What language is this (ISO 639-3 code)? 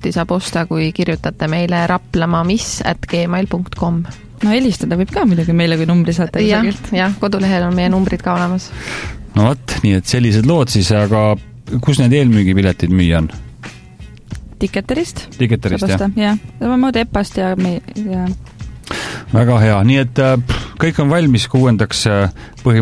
est